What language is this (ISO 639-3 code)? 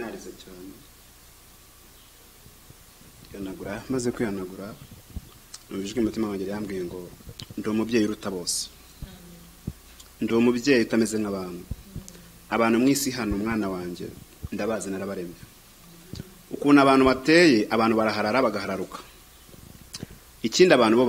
kin